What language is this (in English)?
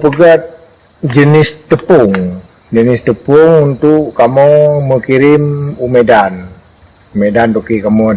Achinese